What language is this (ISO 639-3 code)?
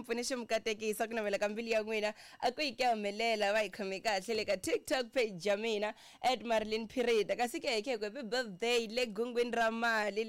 tso